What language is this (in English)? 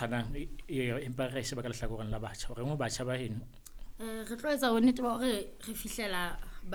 Southern Sotho